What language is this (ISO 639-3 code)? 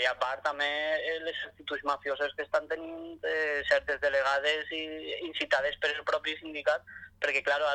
cat